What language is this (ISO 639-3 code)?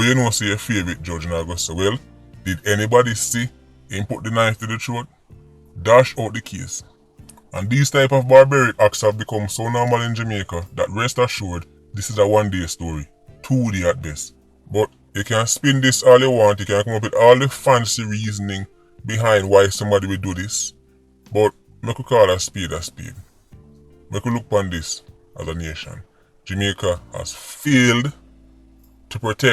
jam